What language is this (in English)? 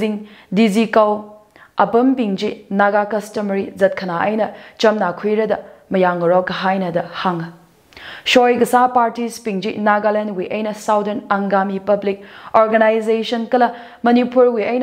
Tangkhul Naga (India)